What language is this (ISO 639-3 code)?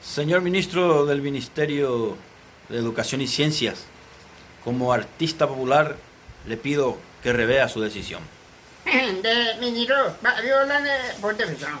grn